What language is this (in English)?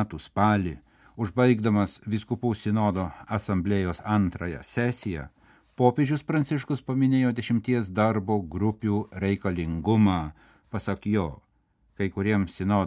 Lithuanian